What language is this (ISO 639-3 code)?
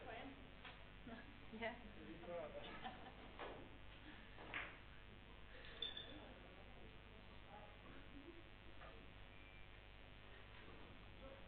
dan